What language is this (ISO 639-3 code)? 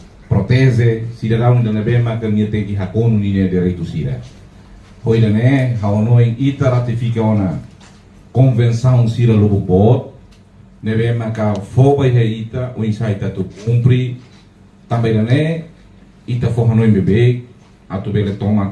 tet